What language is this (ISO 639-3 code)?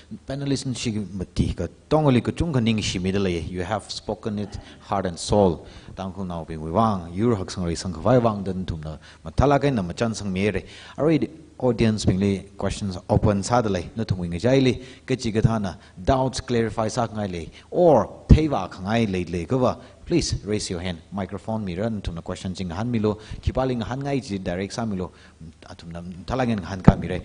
nmf